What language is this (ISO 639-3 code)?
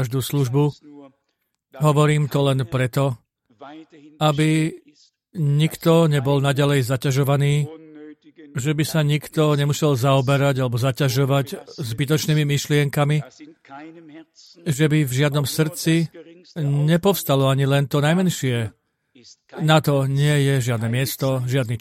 slk